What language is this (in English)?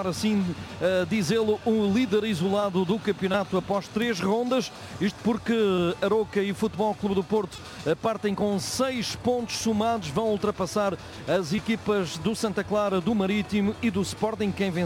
Portuguese